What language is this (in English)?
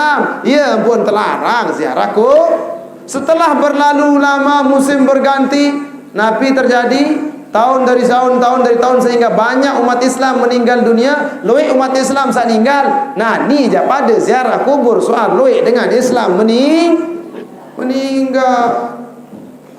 Sasak